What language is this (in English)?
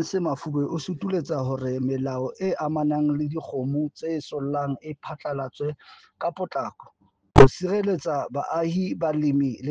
Southern Sotho